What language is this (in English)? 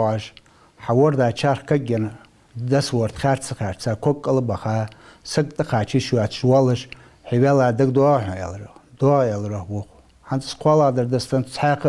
Ingush